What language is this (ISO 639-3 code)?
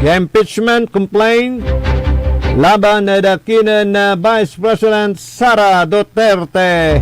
pag